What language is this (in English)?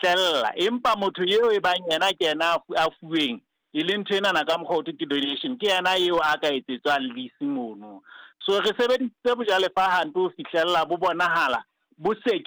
Southern Sotho